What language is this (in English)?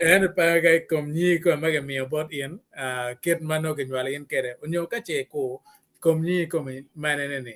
Acoli